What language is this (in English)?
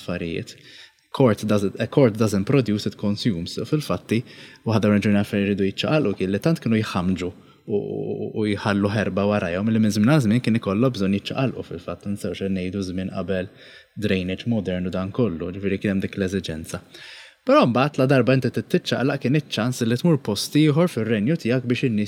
Maltese